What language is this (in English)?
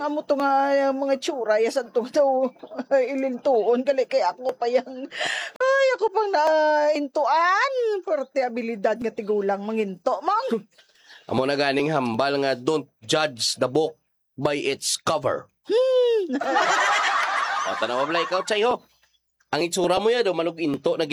Hiligaynon